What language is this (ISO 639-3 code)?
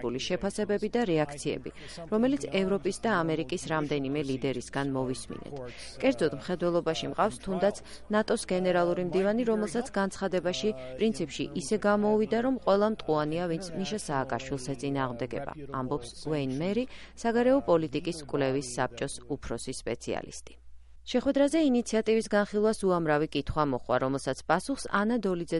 kat